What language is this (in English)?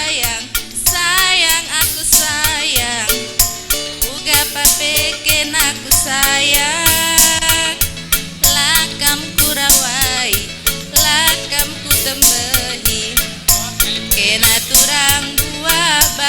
Batak Karo